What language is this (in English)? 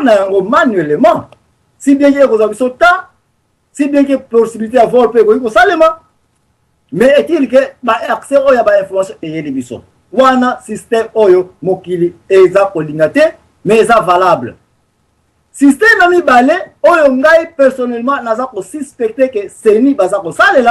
Lingala